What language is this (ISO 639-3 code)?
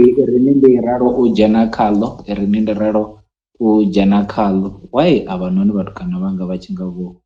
ven